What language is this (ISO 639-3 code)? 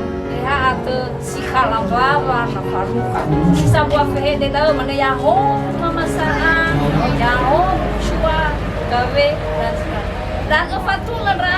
nia